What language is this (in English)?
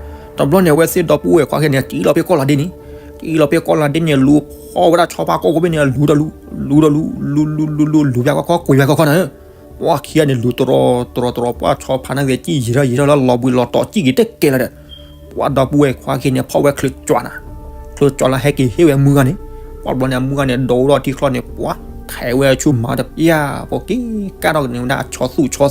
S'gaw Karen